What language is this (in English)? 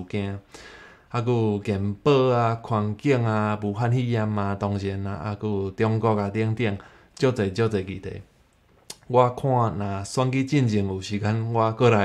Min Nan Chinese